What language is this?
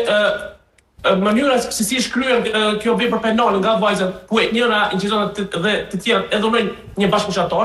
Albanian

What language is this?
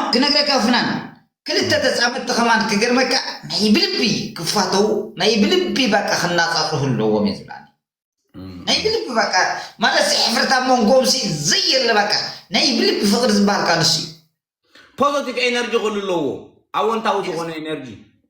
Tigrinya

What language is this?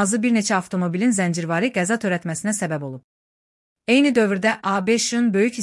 Azerbaijani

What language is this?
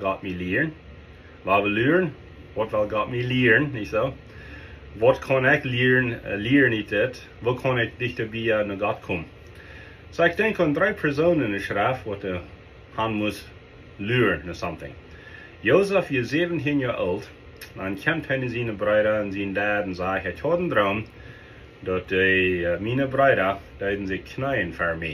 Plautdietsch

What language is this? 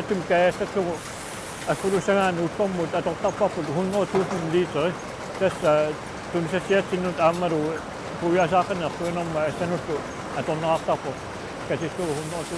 Kalaallisut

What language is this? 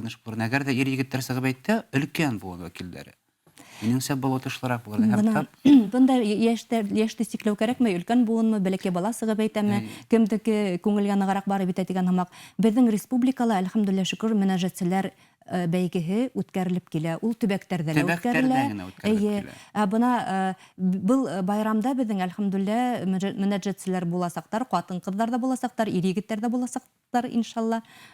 Bashkir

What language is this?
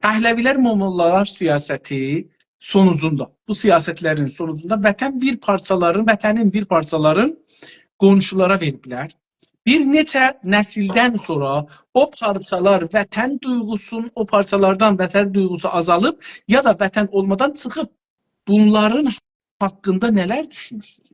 South Azerbaijani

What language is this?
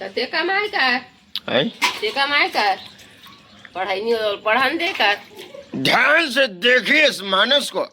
Chhattisgarhi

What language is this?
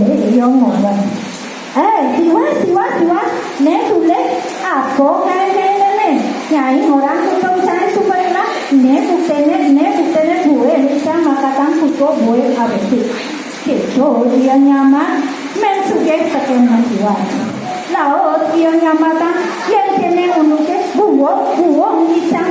Balinese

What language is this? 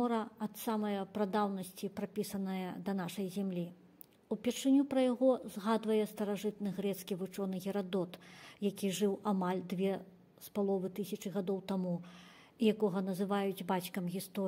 Belarusian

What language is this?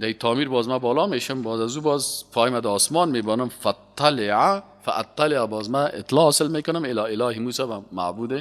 Persian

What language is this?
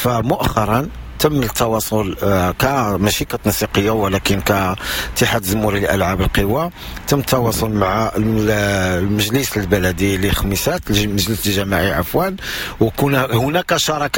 Moroccan Arabic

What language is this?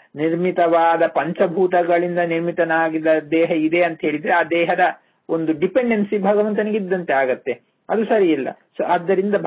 Kannada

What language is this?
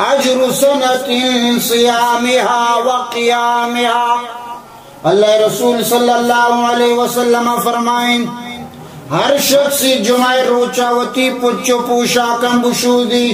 Baluchi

